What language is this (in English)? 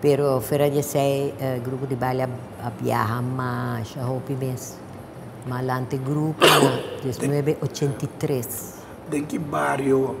Papiamento